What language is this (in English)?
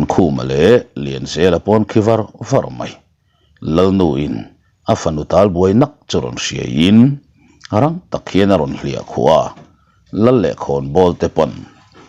Mizo